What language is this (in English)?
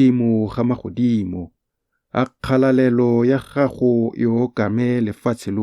Tswana